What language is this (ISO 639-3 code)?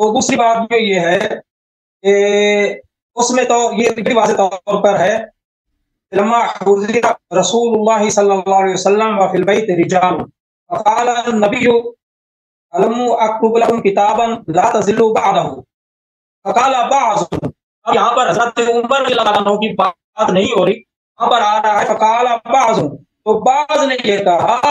urd